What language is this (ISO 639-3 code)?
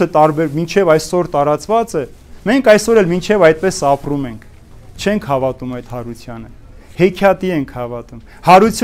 hye